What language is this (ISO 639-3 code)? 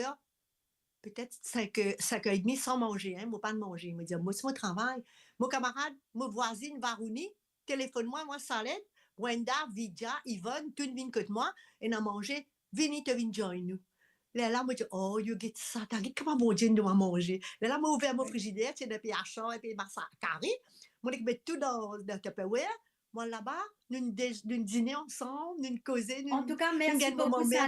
mfe